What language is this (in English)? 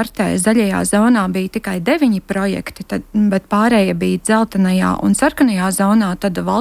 Latvian